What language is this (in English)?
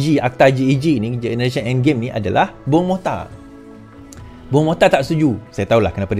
Malay